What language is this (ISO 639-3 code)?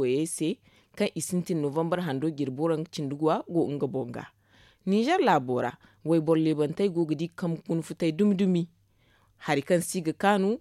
dje